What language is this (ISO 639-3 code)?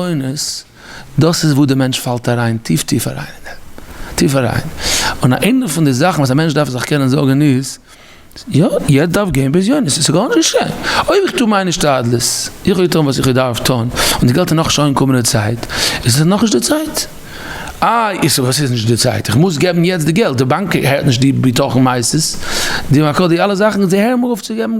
yid